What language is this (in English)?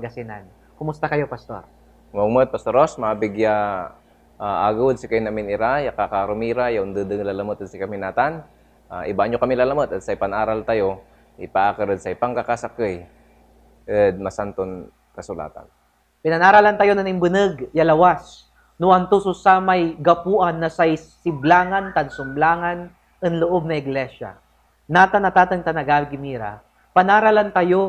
Pangasinan